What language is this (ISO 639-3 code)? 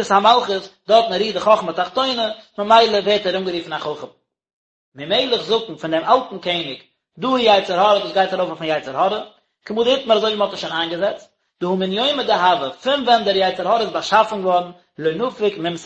yid